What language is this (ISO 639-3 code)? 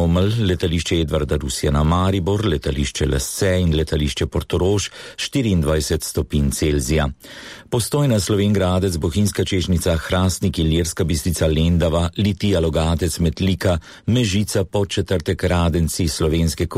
slv